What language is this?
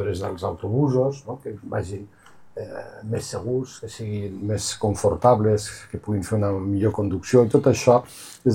Catalan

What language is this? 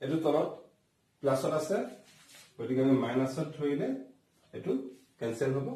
Assamese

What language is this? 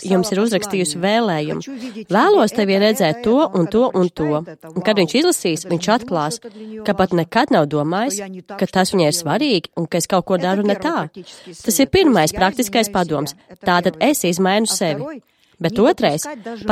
Latvian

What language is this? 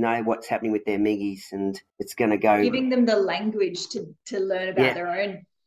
English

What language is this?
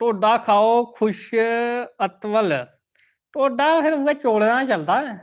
Dogri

